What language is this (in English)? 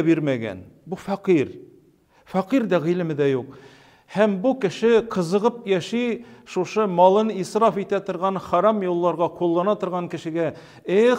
Tatar